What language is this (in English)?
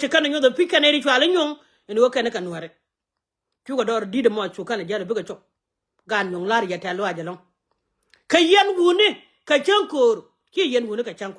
Nuer